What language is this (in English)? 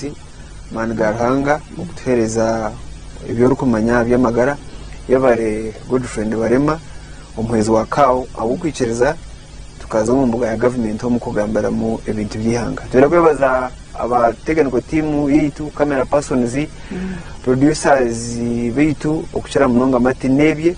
Nyankole